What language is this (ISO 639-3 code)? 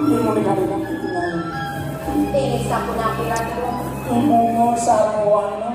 ban